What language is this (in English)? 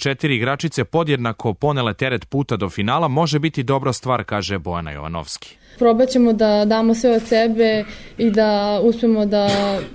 Serbian